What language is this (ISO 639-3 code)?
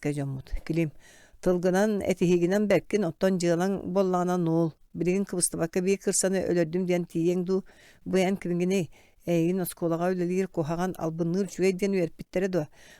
sah